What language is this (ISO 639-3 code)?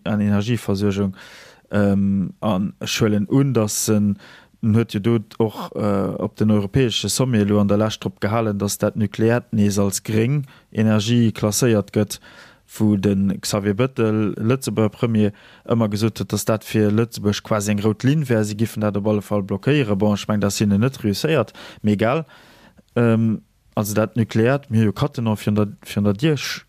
ltz